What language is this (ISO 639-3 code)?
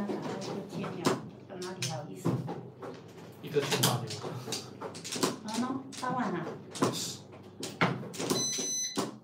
zho